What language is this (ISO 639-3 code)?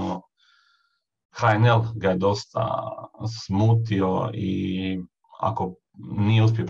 hrv